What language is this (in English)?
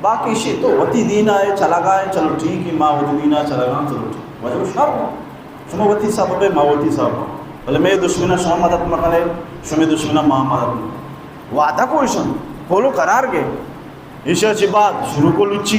Baluchi